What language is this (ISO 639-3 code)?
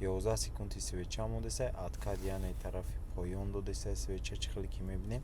tgk